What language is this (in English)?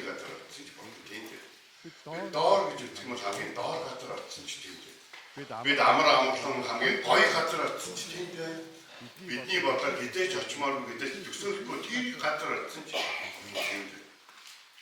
Mongolian